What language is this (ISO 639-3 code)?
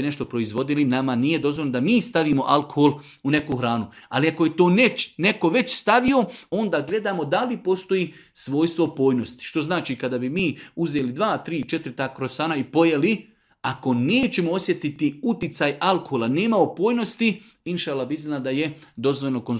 srp